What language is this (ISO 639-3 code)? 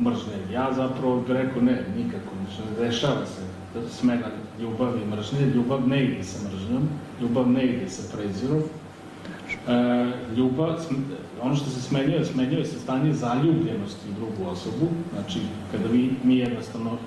srp